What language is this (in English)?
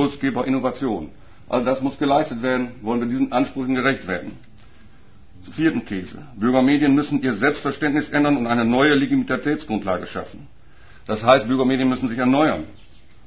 German